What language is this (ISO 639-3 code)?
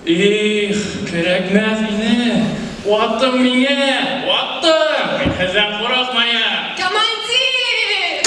bak